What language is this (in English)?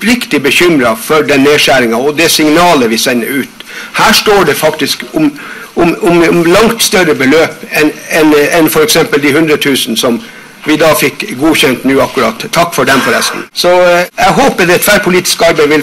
Norwegian